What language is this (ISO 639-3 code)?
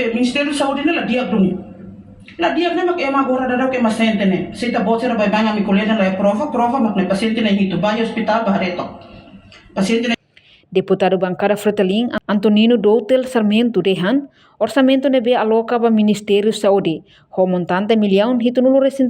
tet